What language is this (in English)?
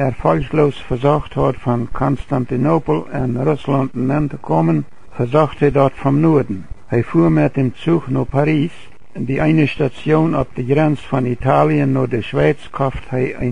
Plautdietsch